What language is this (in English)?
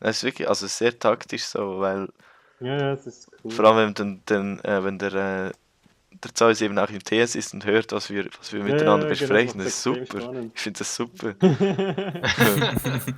Swiss German